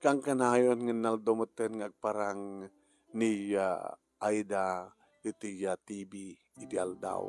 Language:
Iloko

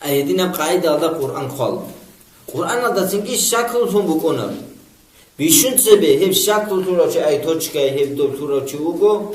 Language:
Avaric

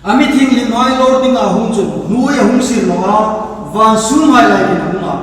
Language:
Hmar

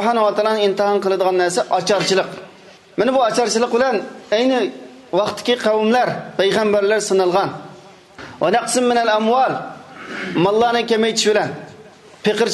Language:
Uyghur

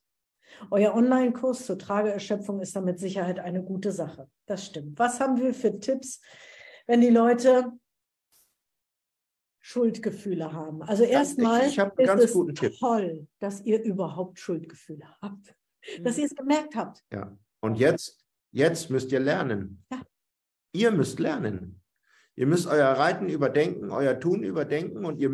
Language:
German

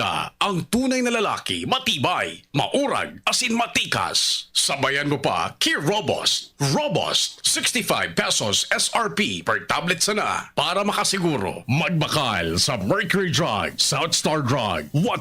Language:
Bikol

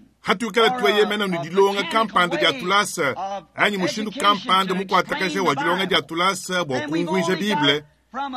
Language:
Luba-Lulua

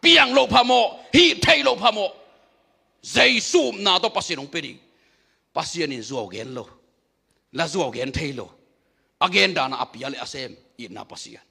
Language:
Tedim Chin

